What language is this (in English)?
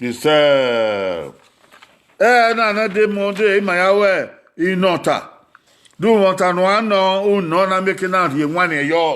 Bini